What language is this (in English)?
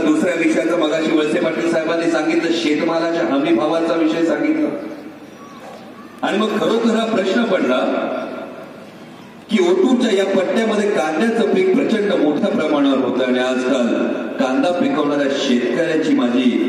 Marathi